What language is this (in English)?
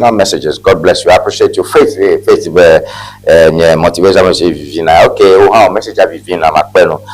Ewe